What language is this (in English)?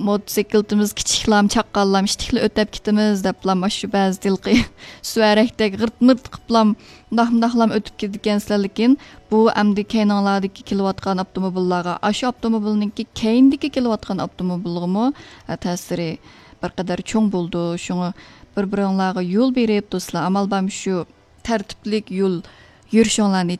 Uyghur